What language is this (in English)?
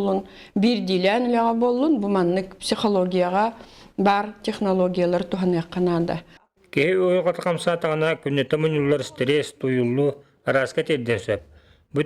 Yakut